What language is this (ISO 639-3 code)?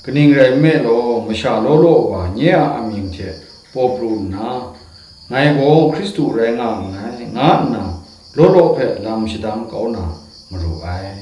kac